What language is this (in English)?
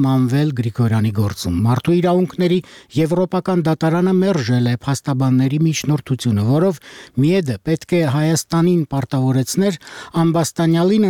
Armenian